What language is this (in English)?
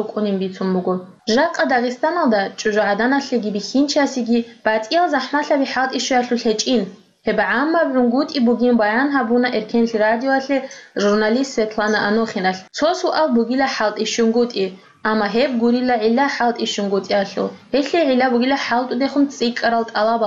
Avaric